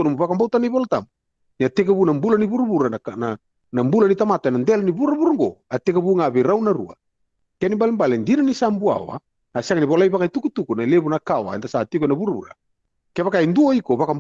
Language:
Fijian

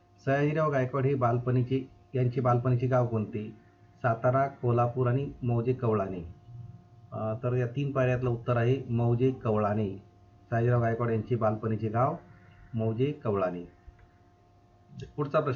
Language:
Marathi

